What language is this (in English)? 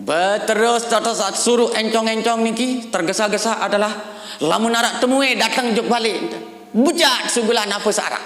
Sasak